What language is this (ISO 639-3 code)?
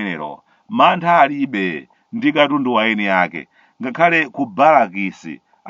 nya